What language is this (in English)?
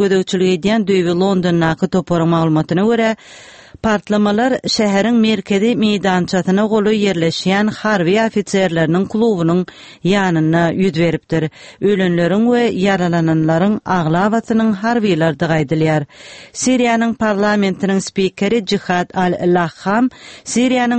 Turkmen